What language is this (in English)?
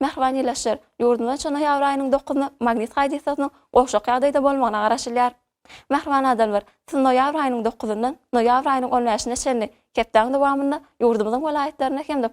Turkmen